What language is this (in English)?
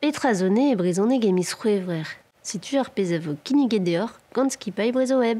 Breton